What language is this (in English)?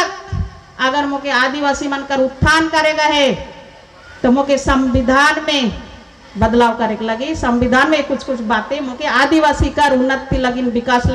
Sadri